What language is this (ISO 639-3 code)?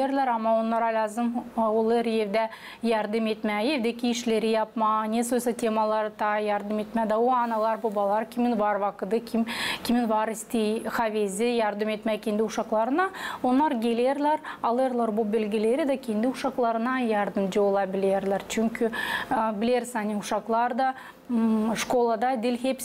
gag